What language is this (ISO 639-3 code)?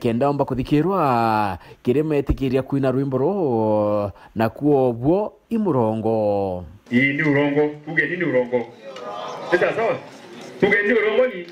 mer